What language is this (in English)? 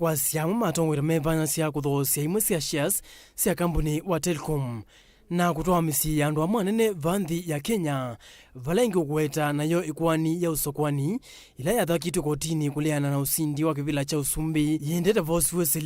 Kamba